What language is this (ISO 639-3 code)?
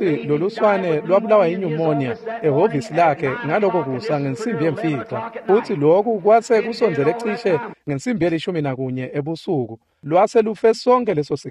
ssw